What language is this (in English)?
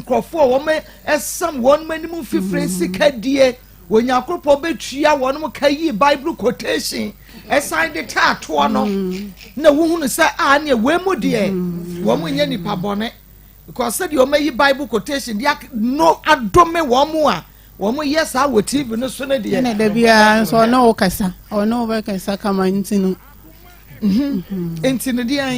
Akan